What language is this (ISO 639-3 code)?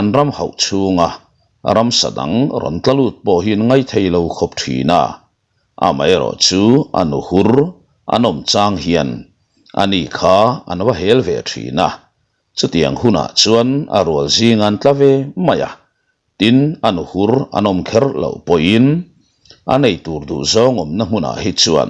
lus